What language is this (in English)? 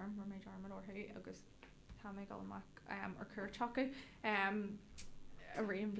Irish